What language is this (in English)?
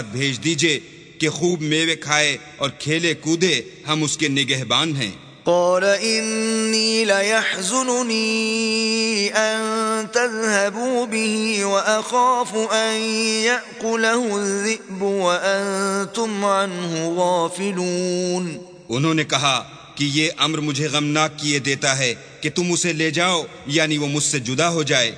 Urdu